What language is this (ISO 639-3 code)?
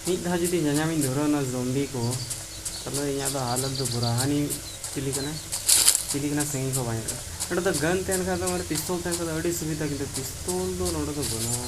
sat